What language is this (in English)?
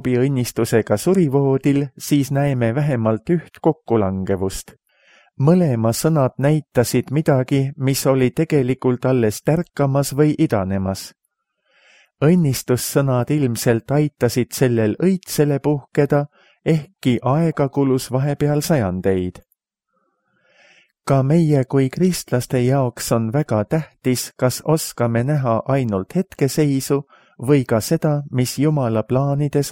Estonian